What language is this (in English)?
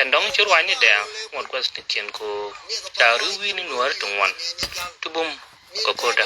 Nuer